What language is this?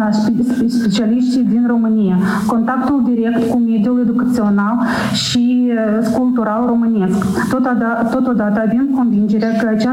Romanian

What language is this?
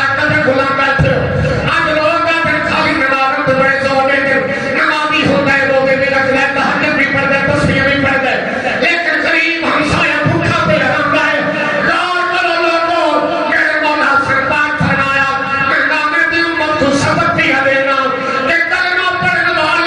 Saraiki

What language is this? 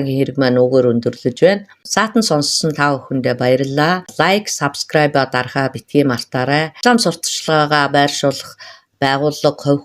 Mongolian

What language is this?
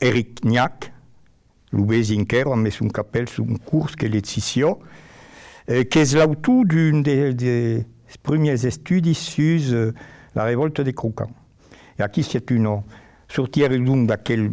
Occitan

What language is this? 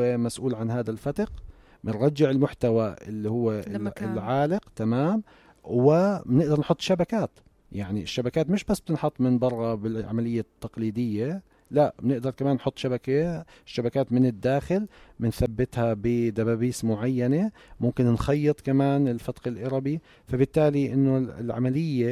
North Levantine Arabic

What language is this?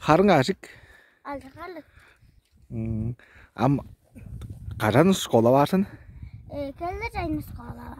Tuvinian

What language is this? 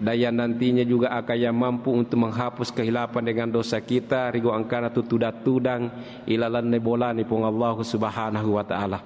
Buginese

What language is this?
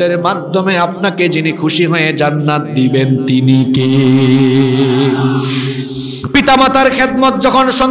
Bangla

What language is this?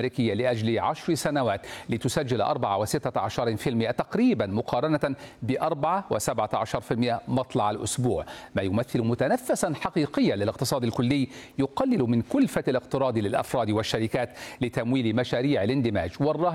Arabic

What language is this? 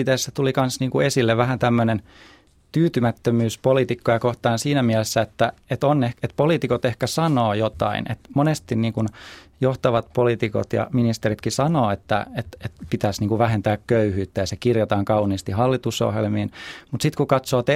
Finnish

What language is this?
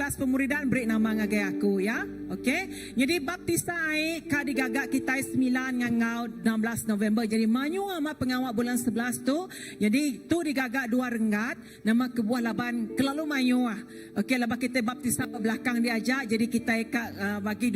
Iban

